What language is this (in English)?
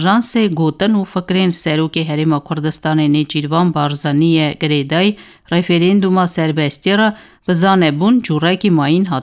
Kurdish